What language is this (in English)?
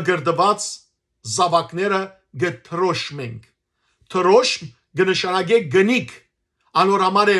Western Armenian